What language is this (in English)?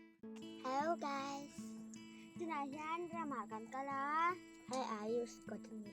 Mizo